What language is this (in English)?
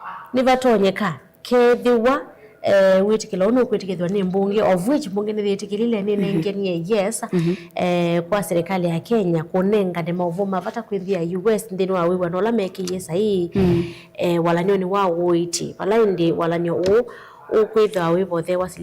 Kamba